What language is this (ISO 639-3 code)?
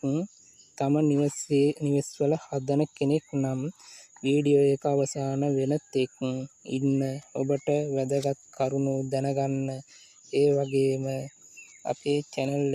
sin